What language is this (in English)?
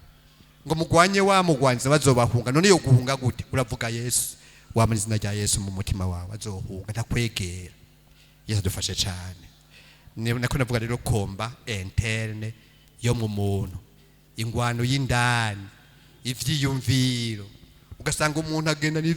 Rundi